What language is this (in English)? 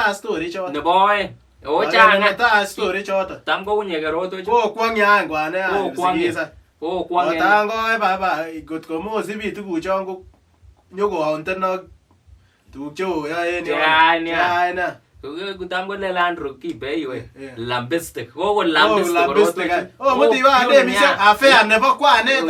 Kalenjin